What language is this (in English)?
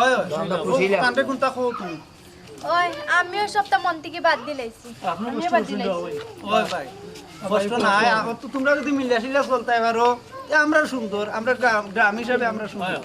Sylheti